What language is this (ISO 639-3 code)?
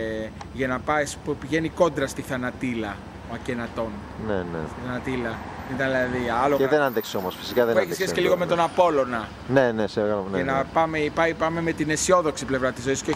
ell